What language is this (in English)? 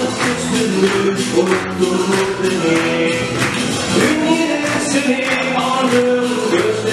Turkish